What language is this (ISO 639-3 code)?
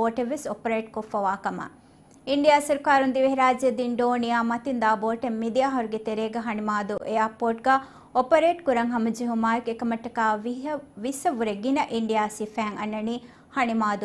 div